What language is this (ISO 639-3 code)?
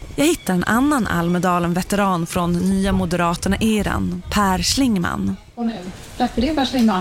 swe